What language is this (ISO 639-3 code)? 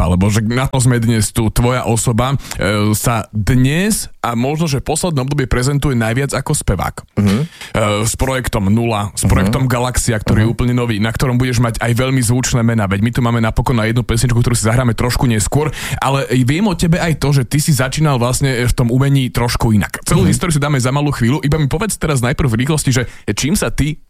slk